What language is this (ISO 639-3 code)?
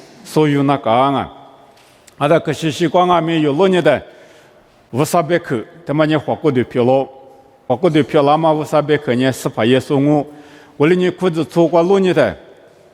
lis